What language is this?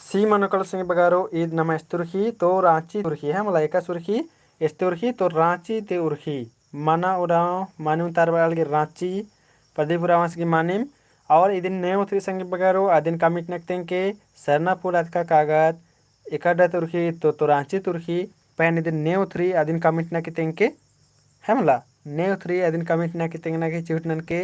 Kurukh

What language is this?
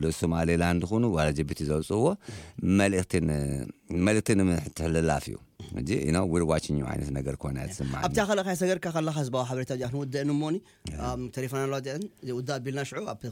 Tigrinya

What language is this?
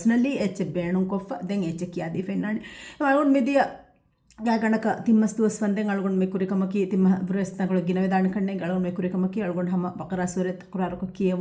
Divehi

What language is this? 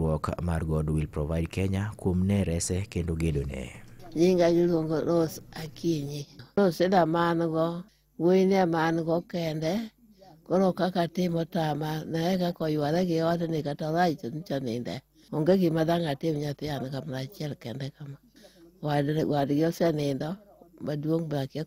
Luo (Kenya and Tanzania)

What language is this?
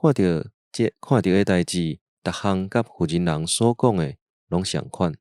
Min Nan Chinese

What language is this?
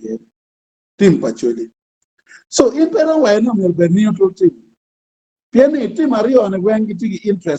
Acoli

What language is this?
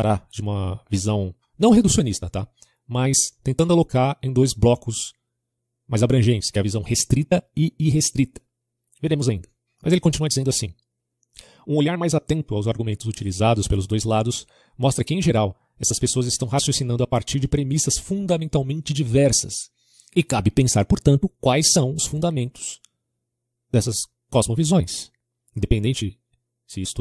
Portuguese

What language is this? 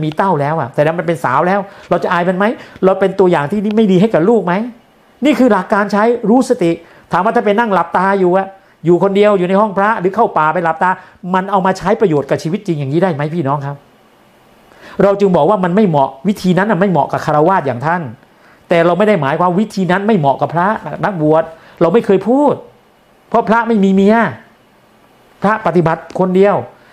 Thai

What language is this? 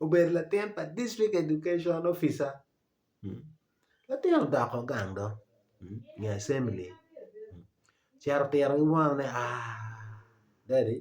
Acoli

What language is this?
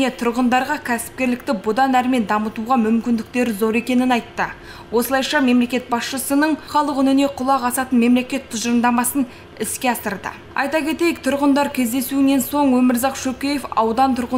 Kazakh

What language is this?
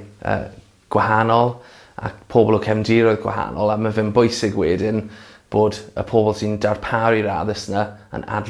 Welsh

